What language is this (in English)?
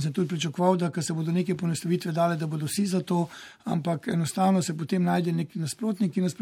Slovenian